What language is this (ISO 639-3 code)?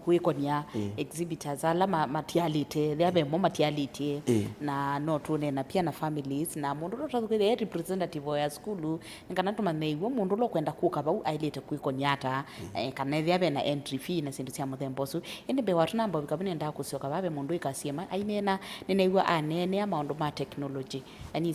kam